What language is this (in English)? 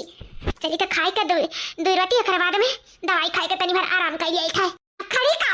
Awadhi